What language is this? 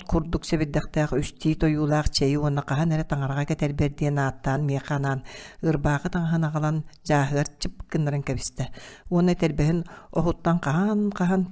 Yakut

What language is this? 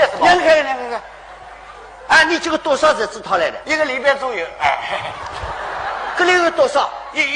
Wu Chinese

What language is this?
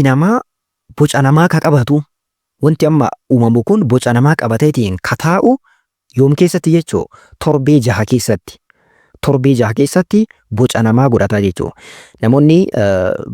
Oromo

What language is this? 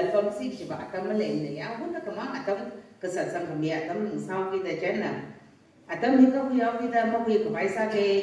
Tangkhul Naga (India)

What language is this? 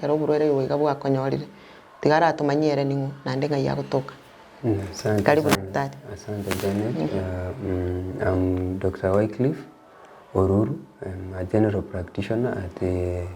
Gusii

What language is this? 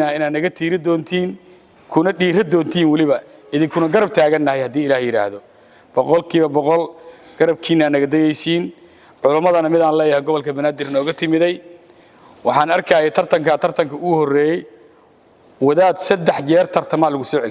Somali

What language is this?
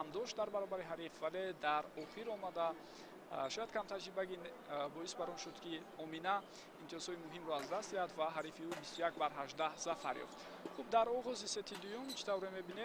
Tajik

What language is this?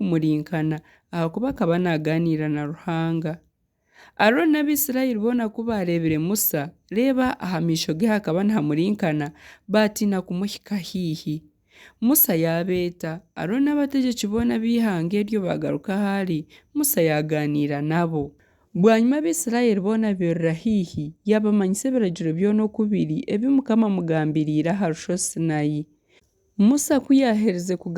Nyankole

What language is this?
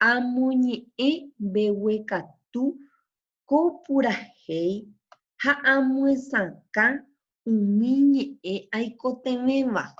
Guarani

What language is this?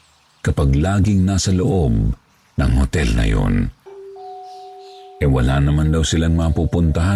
Filipino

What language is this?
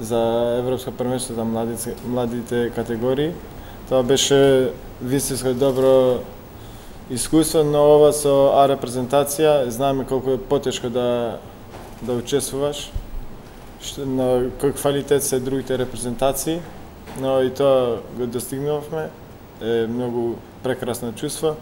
Macedonian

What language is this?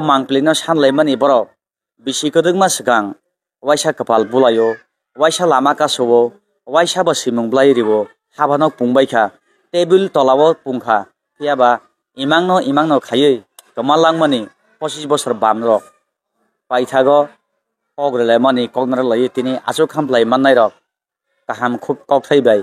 Kok Borok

